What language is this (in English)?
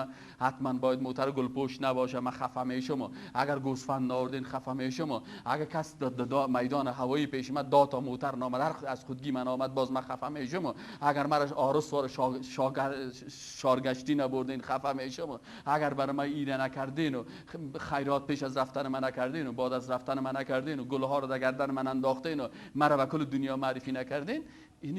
Persian